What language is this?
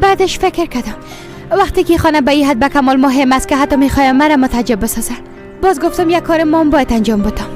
Persian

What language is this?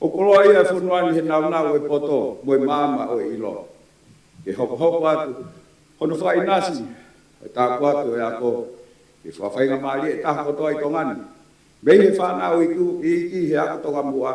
Tongan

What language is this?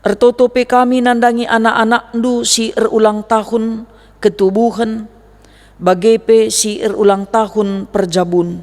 Batak Karo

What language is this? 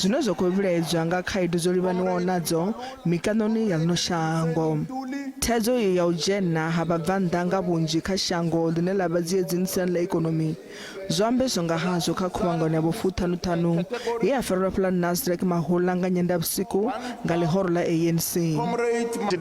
Venda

